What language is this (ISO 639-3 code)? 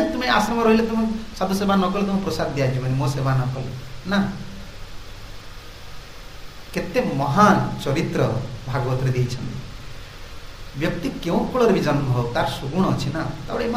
ori